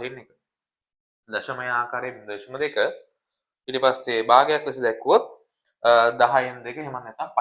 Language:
Sinhala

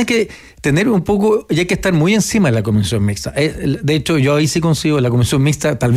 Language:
Spanish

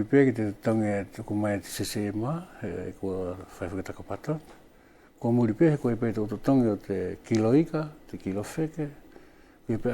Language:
Wallisian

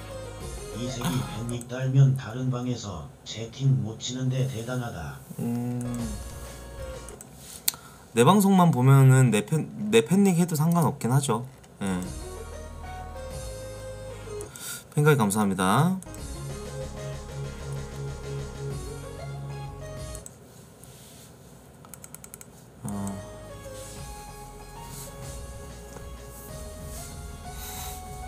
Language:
Korean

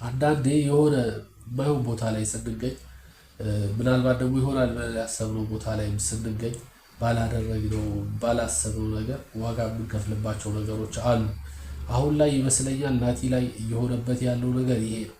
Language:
Amharic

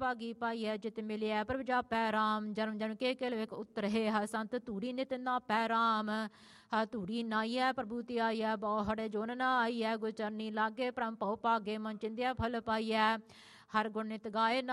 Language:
Punjabi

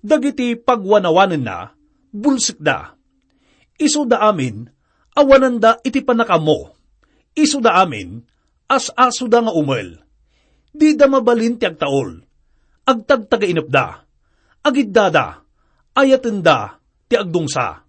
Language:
Iloko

